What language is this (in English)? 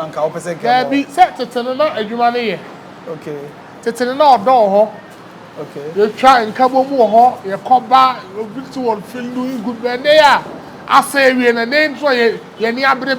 Akan